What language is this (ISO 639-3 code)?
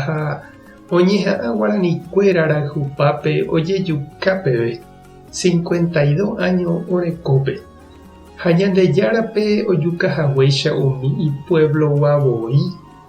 grn